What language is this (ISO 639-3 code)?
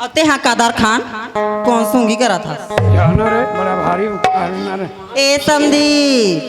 hne